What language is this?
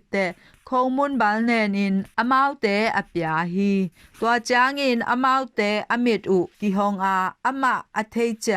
Tedim Chin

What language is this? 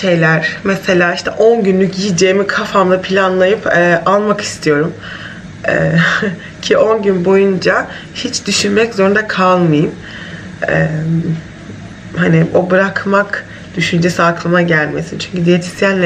Turkish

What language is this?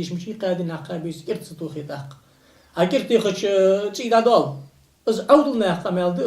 Ingush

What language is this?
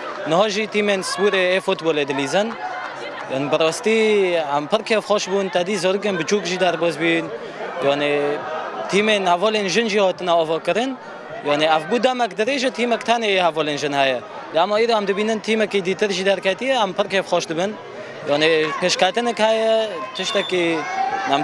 Kurdish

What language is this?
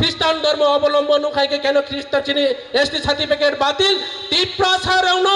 Kok Borok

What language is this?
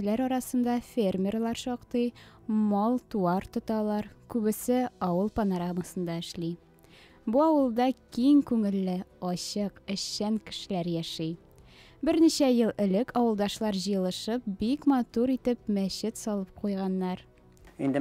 Tatar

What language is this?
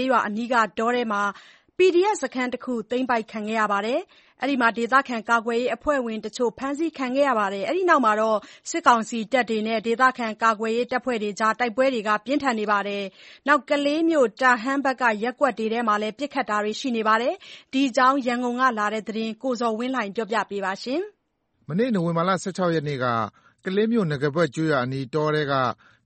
Burmese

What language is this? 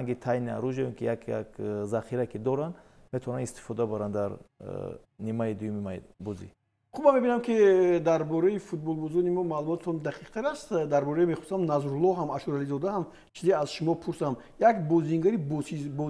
Tajik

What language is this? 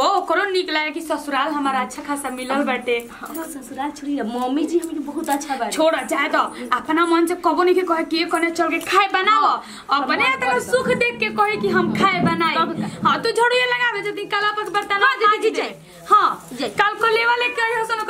Bhojpuri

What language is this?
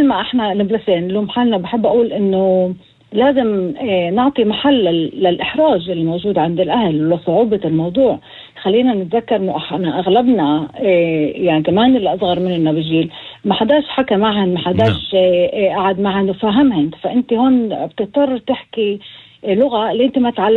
North Levantine Arabic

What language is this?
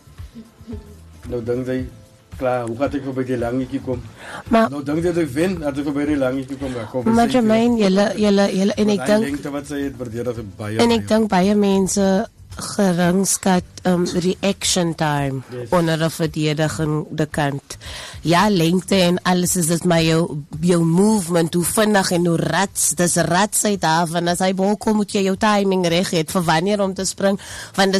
Afrikaans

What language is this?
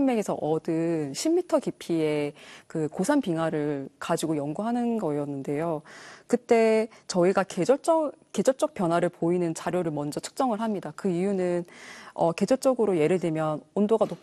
Korean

